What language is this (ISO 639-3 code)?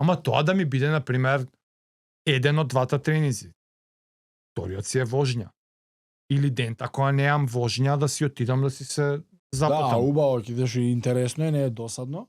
mkd